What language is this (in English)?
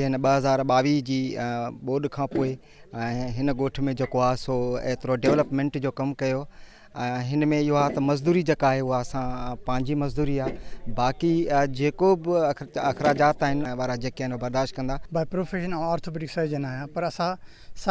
Sindhi